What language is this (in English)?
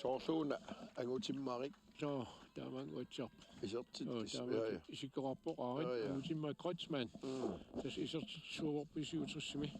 Kalaallisut